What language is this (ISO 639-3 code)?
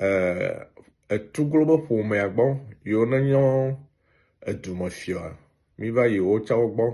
ewe